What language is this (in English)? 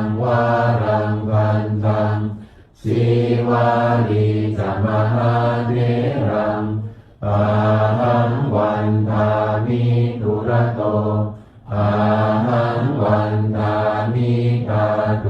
Pali